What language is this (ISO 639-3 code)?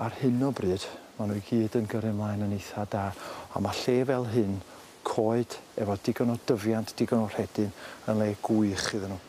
cym